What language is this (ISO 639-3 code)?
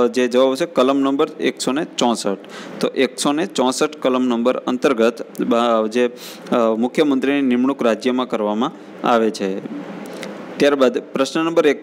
guj